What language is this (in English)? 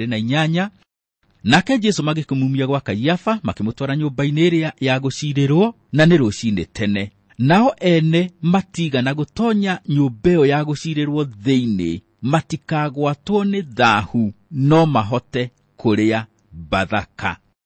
Kikuyu